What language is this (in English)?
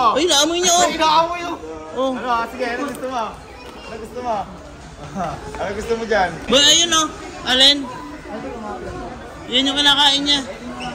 Filipino